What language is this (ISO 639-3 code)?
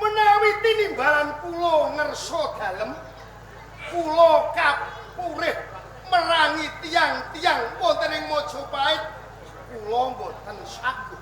jav